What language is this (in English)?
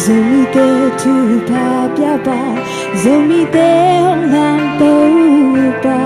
Tedim Chin